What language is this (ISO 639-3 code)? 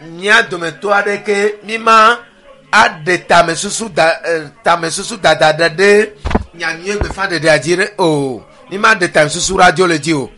ewe